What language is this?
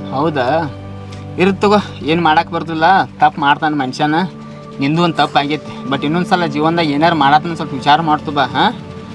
Kannada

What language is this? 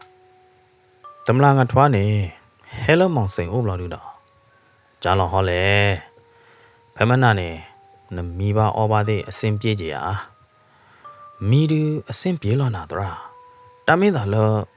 S'gaw Karen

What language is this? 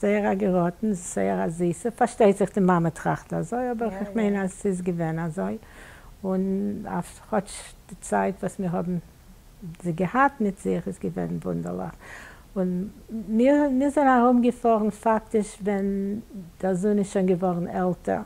Yiddish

